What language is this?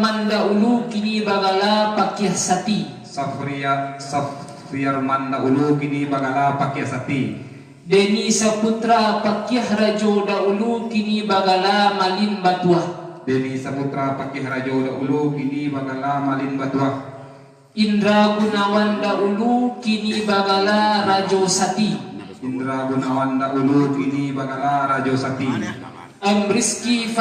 Minangkabau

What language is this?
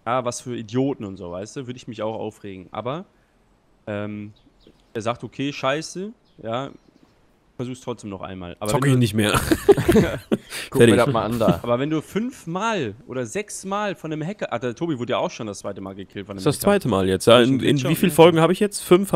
German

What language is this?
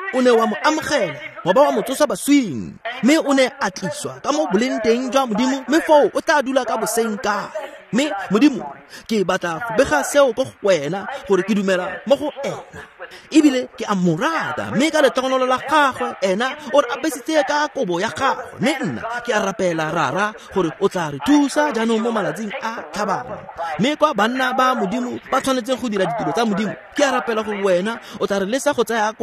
Tswana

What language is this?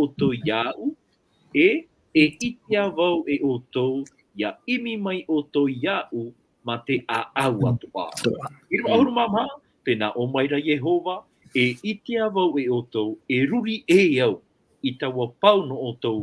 Tahitian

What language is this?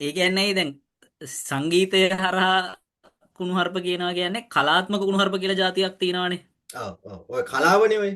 Sinhala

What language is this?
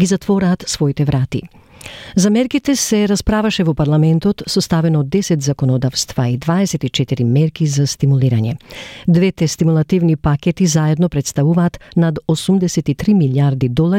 Macedonian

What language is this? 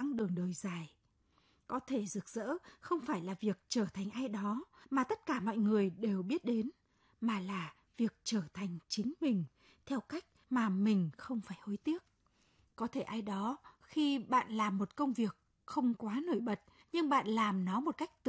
Vietnamese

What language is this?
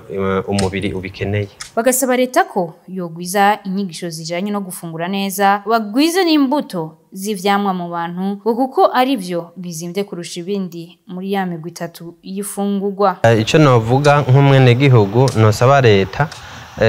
Rundi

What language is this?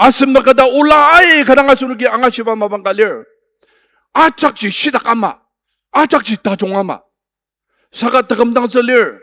Ao Naga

